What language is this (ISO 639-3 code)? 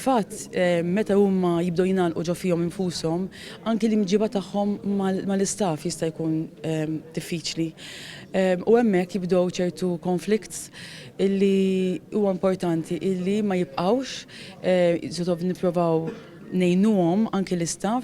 mlt